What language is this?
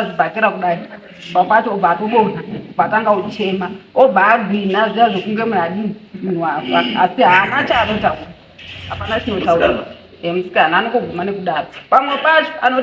Shona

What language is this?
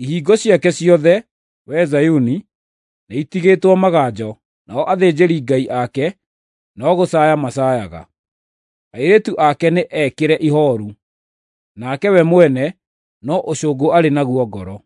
Kikuyu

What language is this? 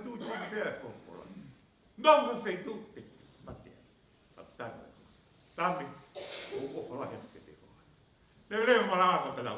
Tongan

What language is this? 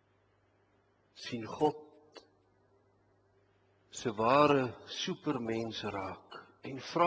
Afrikaans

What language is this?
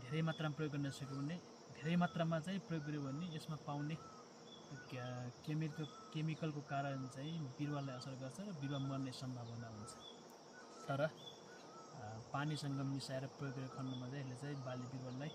Nepali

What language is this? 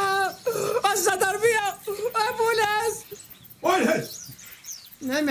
Moroccan Arabic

